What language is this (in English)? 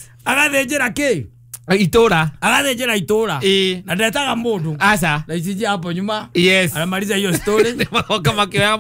Kikuyu